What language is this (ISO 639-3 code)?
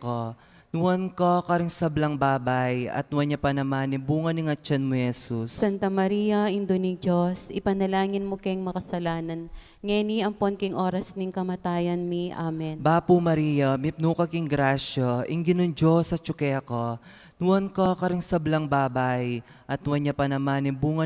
pam